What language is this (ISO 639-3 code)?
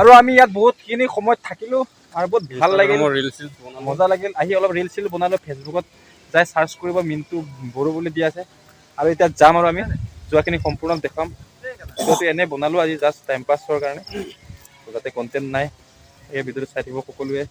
asm